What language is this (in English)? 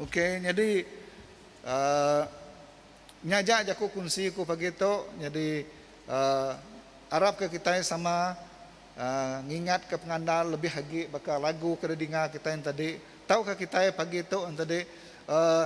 Iban